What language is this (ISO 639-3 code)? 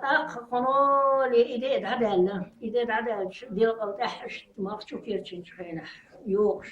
che